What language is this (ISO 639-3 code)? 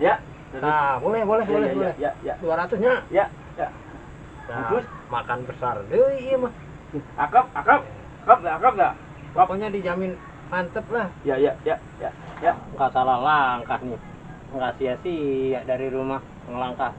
bew